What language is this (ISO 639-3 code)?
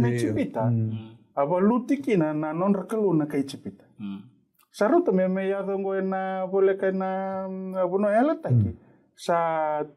fij